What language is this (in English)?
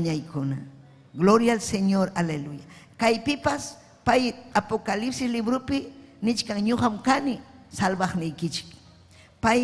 Ayacucho Quechua